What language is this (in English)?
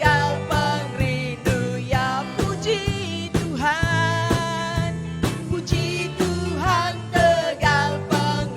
Iban